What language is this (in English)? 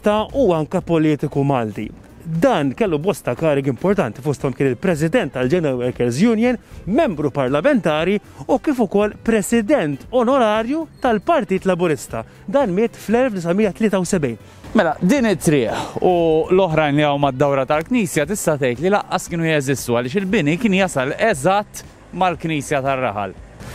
Maltese